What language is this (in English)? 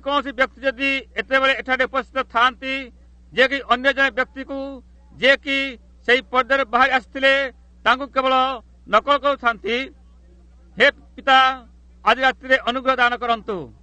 Odia